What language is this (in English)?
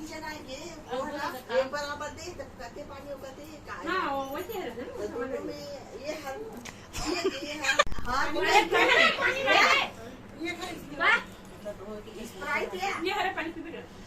Chhattisgarhi